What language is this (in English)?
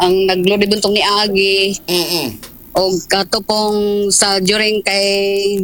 Cebuano